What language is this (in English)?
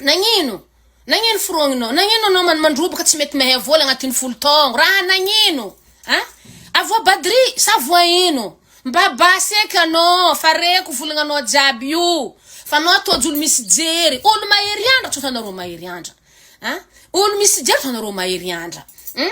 Malagasy